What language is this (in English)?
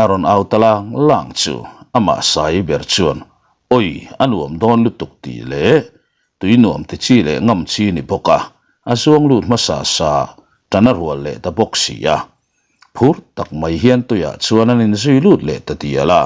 Mizo